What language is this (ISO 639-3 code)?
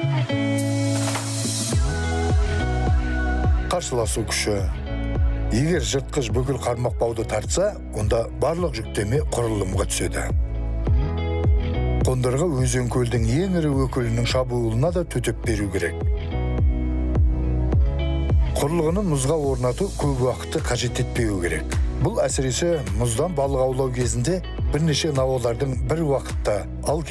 kaz